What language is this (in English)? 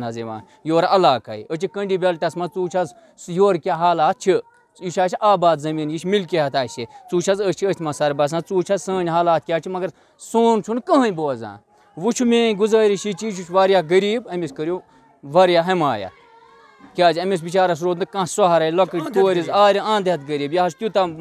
Kashmiri